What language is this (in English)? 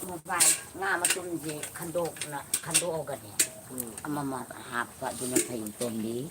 Manipuri